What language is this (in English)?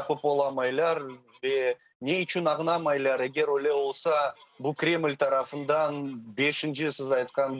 Crimean Tatar